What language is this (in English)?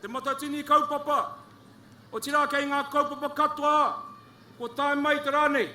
Māori